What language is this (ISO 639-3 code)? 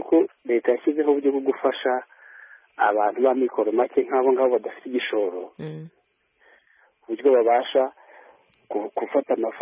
kin